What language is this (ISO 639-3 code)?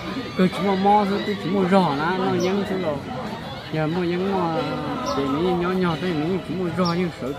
hmn